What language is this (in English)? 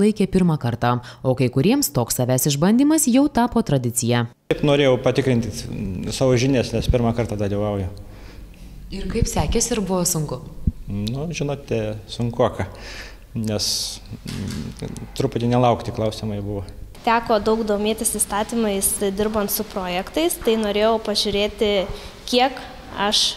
Lithuanian